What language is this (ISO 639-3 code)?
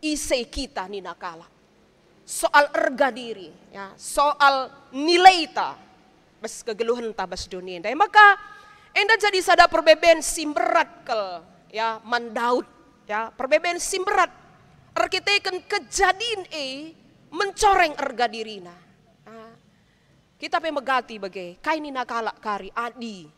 btx